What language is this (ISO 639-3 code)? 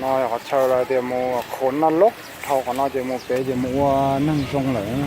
hmn